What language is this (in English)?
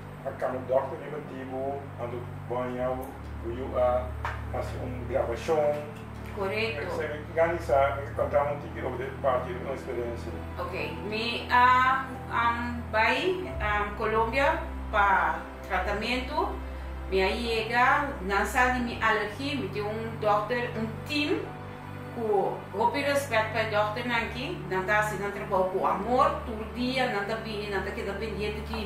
Papiamento